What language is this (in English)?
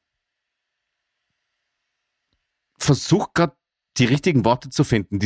German